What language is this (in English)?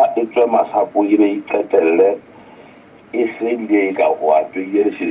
Southern Sotho